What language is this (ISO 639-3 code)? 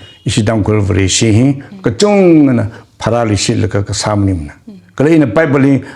nmf